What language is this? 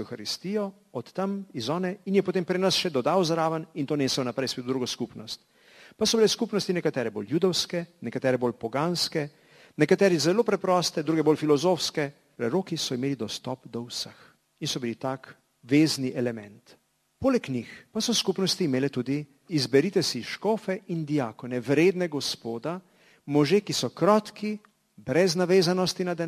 Slovenian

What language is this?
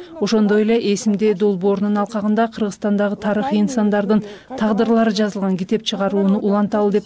Kyrgyz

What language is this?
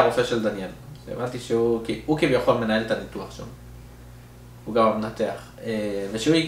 Hebrew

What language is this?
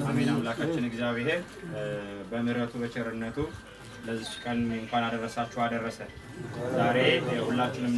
Amharic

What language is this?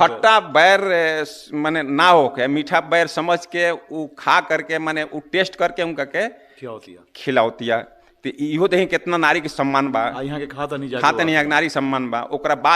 Bhojpuri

